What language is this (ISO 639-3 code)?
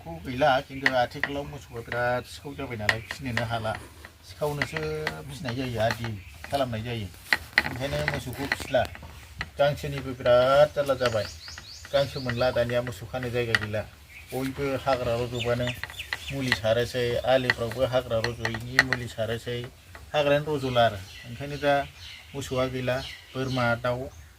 brx